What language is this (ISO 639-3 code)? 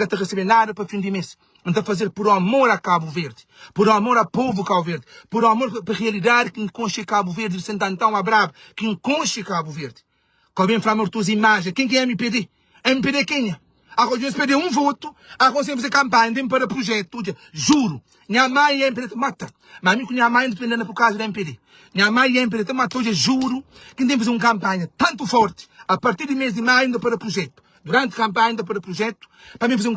kea